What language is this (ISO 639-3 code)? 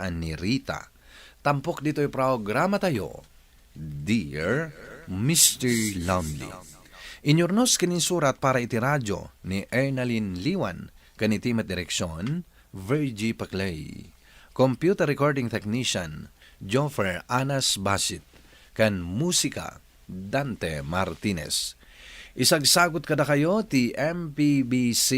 ilo